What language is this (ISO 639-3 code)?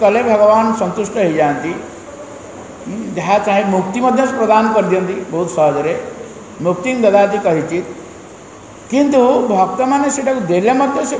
ori